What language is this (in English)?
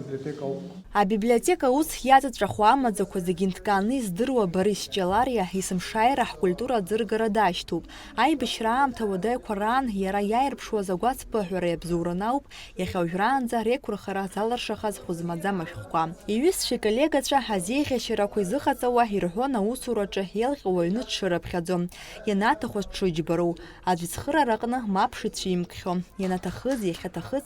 Abkhazian